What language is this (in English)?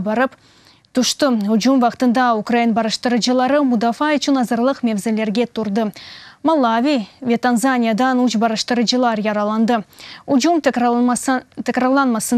Crimean Tatar